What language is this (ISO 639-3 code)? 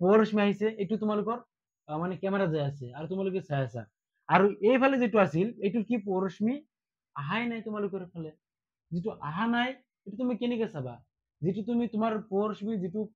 asm